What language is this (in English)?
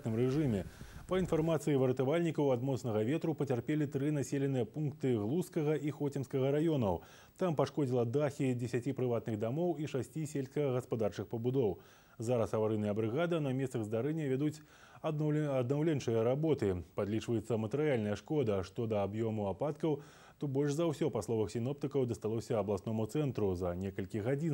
Belarusian